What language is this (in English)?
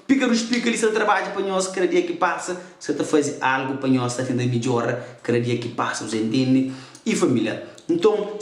Kabuverdianu